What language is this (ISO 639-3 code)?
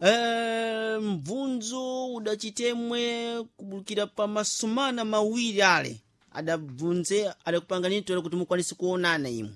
seh